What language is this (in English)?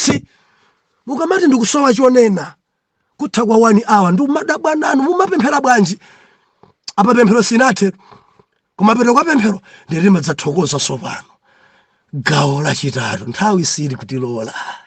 Nyanja